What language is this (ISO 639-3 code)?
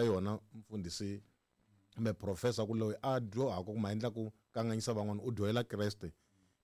tso